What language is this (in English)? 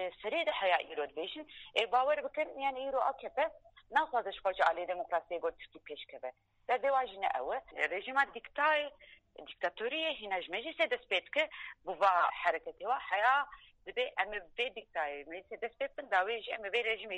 Kurdish